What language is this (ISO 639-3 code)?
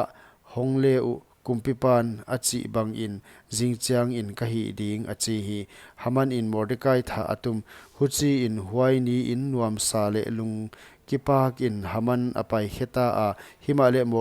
pck